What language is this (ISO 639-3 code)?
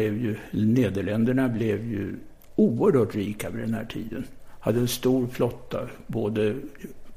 swe